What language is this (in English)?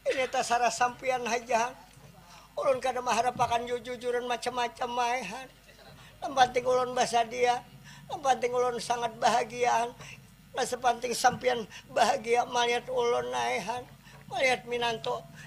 Banjar